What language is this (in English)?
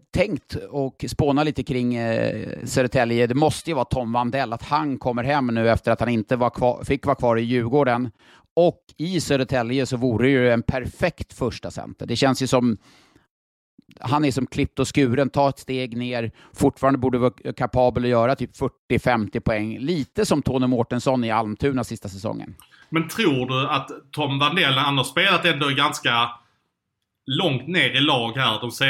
Swedish